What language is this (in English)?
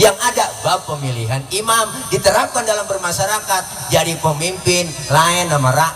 Betawi